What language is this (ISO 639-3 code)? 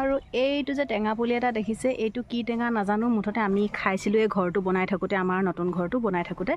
asm